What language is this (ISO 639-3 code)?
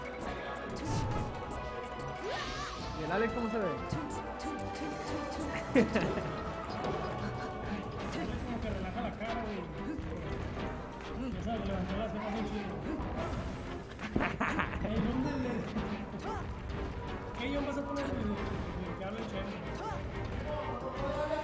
spa